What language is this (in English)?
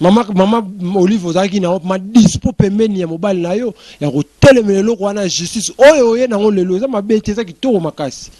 Lingala